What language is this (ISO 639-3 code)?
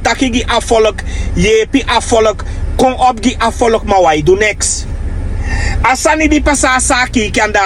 srn